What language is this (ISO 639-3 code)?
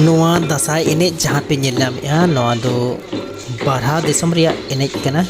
sat